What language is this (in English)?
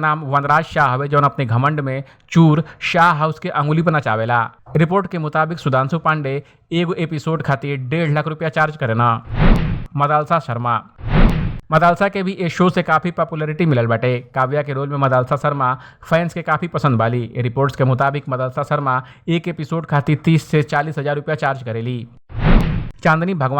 Bhojpuri